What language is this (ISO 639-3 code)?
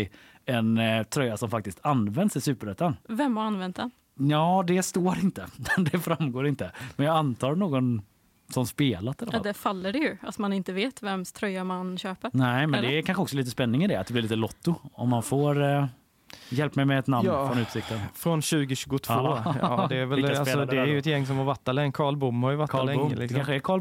swe